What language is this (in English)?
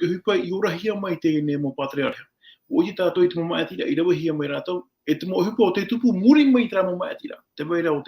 Tahitian